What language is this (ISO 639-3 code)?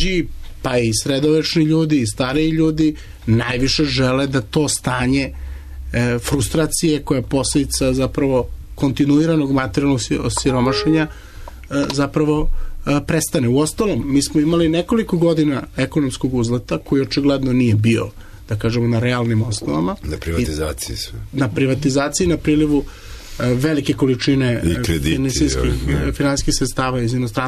srp